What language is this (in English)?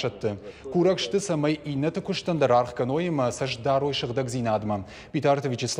Ossetic